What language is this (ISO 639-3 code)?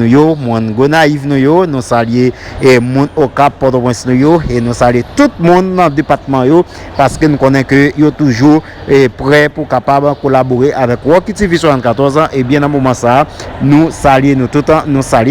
hat